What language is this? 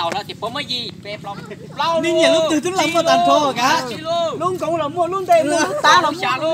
Hmong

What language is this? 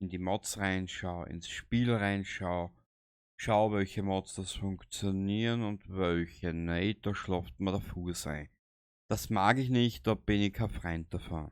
Bavarian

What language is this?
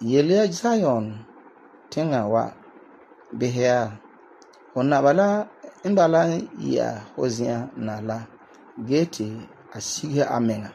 Frafra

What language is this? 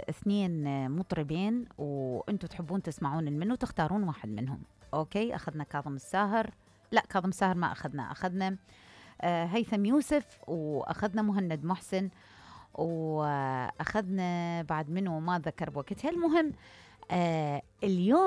Mesopotamian Arabic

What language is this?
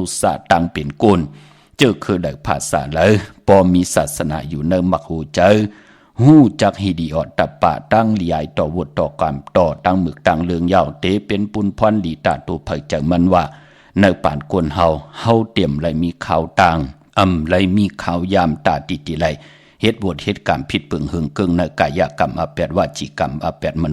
Shan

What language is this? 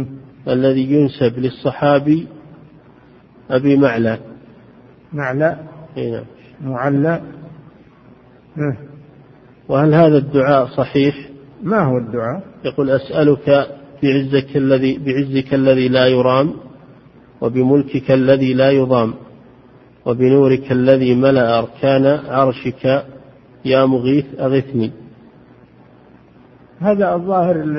Arabic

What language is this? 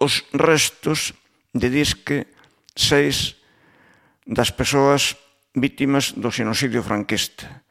Galician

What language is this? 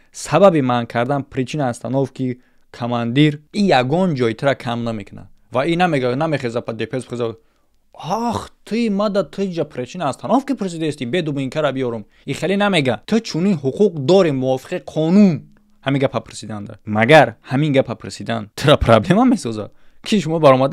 Tajik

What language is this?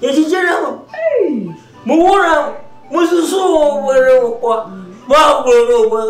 Ewe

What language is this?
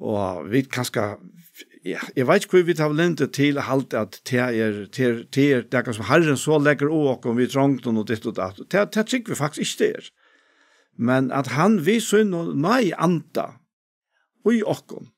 Faroese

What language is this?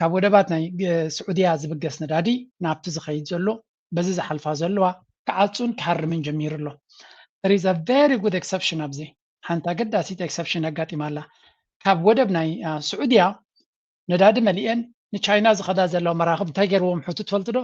Tigrinya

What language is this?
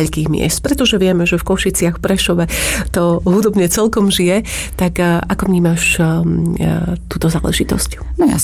Slovak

